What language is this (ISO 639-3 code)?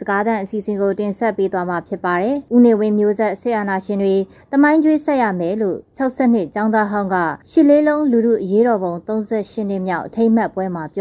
mya